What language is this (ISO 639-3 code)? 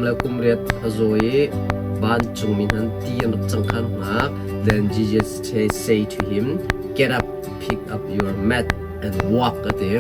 cnh